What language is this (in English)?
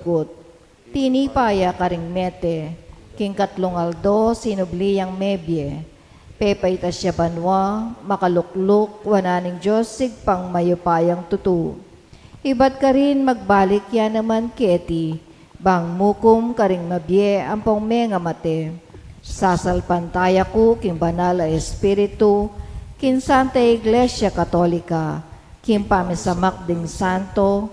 Pampanga